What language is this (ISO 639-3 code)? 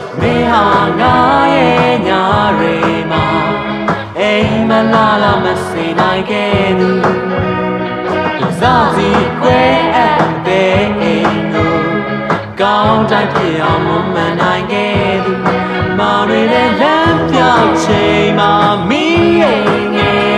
mya